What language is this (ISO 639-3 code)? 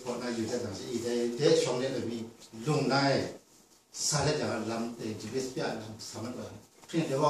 kac